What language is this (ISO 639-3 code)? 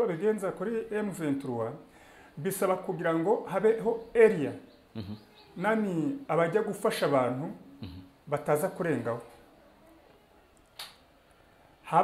kin